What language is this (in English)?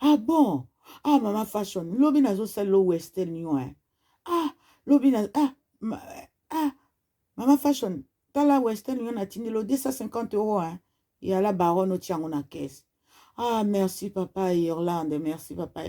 Lingala